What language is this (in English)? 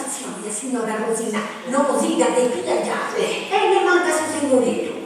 Sardinian